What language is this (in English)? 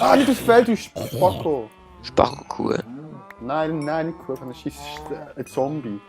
Swiss German